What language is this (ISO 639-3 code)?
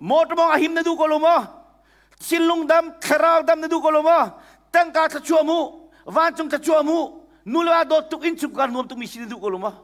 cnh